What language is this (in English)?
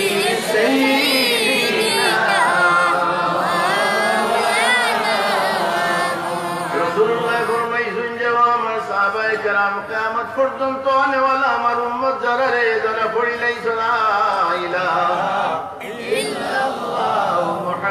Bangla